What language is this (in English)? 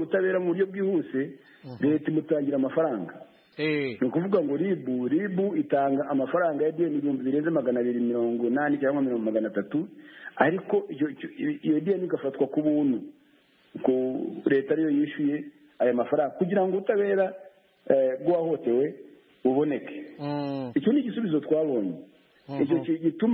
Kinyarwanda